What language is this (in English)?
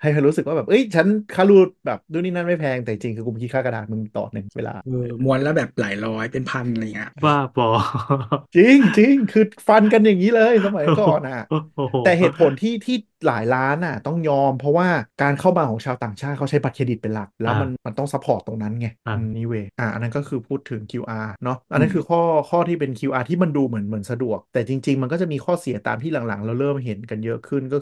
Thai